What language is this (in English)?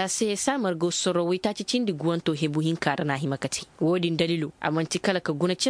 Koyraboro Senni